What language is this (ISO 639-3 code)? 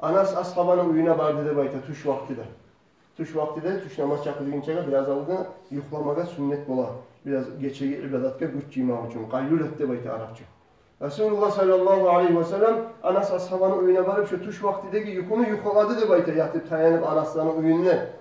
kum